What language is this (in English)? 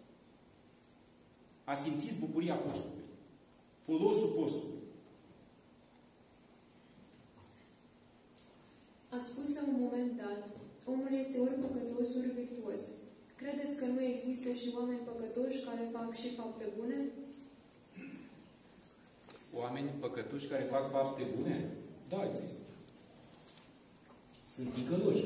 Romanian